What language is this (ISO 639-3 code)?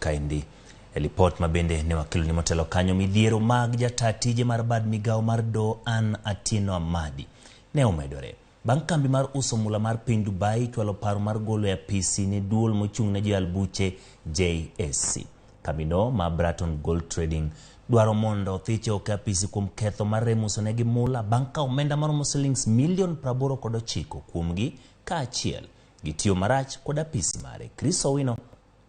luo